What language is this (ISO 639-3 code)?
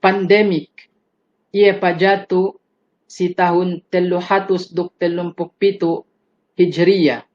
yka